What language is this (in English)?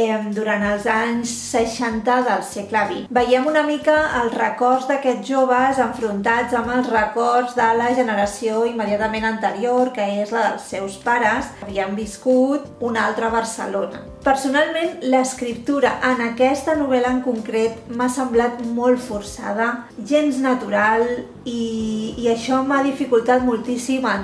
Catalan